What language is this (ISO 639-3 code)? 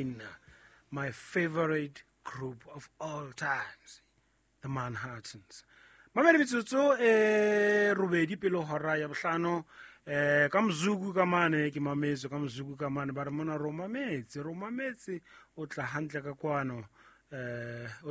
sot